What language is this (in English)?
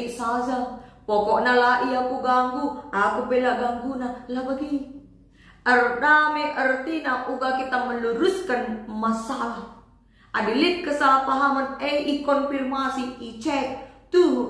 Batak Karo